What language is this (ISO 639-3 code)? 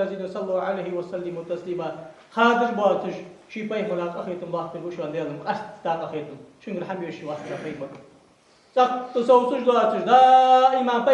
inh